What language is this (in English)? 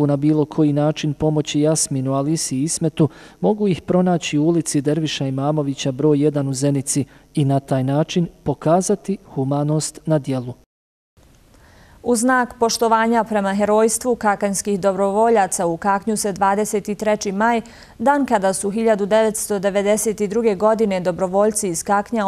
Bosnian